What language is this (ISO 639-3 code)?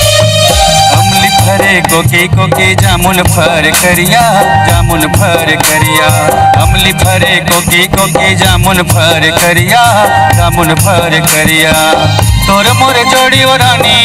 hne